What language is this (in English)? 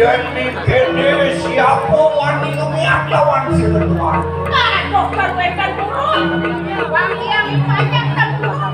Balinese